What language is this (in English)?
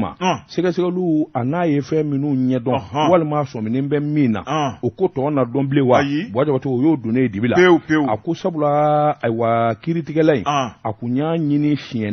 Bambara